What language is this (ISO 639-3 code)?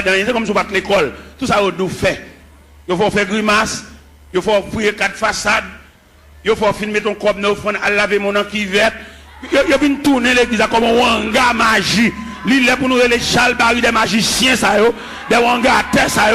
hat